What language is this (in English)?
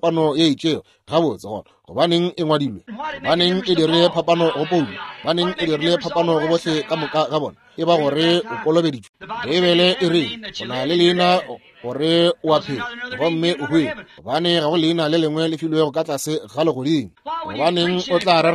Northern Sotho